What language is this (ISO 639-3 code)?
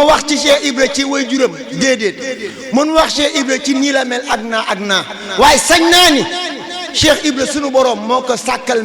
wol